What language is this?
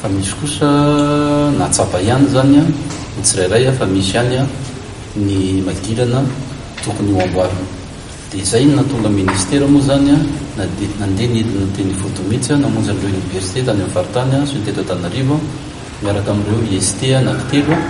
Malagasy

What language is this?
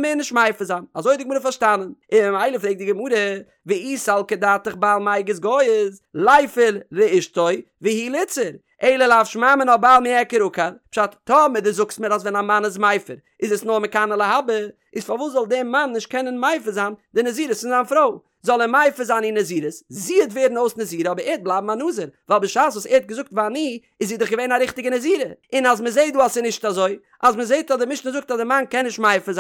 Yiddish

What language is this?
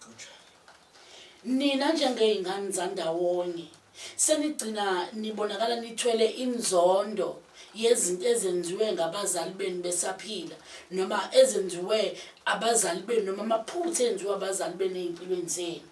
Zulu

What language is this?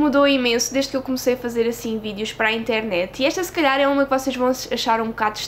Portuguese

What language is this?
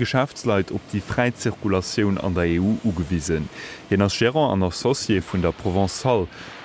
Luxembourgish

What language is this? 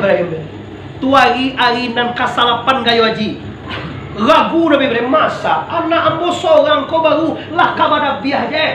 Minangkabau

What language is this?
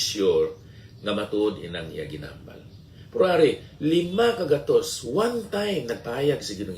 Hiligaynon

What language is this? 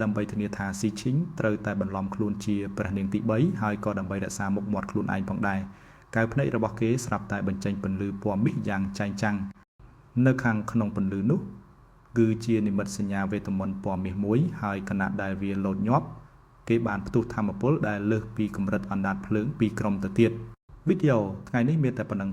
Khmer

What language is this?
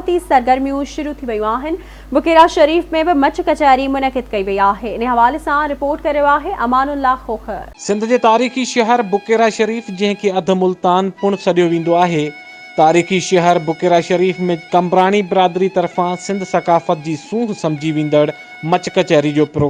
Sindhi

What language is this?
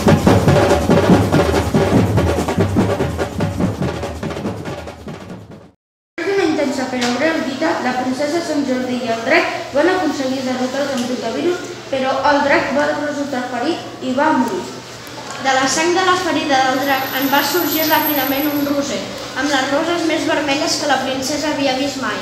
Catalan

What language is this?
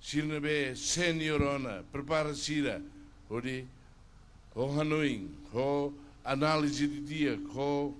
Tetum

